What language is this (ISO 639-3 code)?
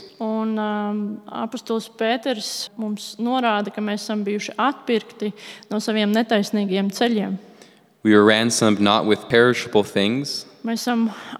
lav